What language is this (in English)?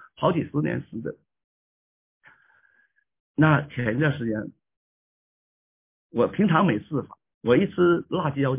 Chinese